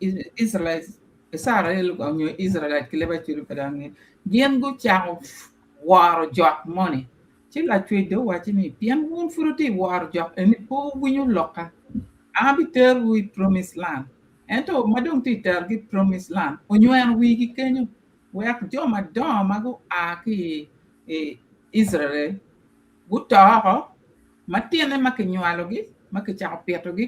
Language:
Acoli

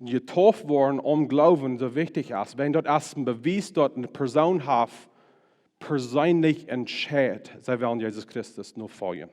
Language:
Plautdietsch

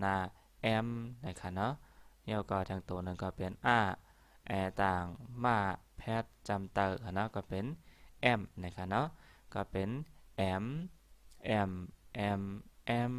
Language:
Shan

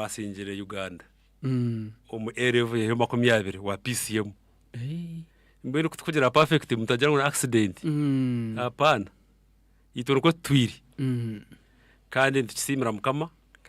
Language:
Nyankole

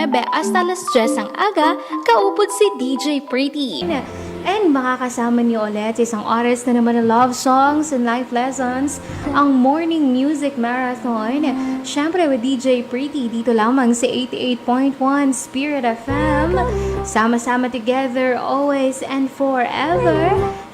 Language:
Hiligaynon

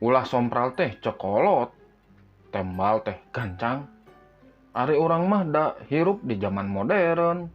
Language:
Sundanese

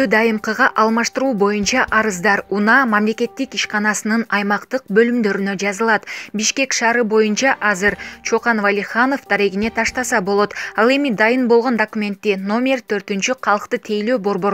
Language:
Kyrgyz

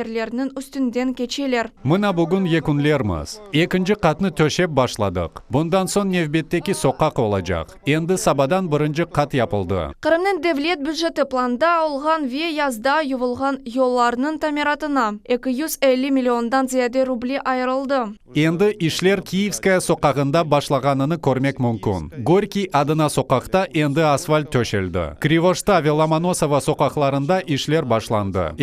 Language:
Crimean Tatar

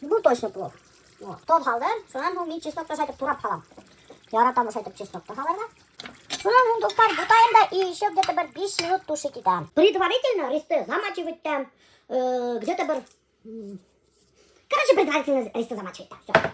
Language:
Bashkir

